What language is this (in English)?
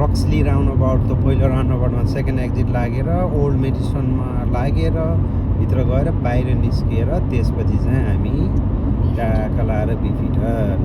Nepali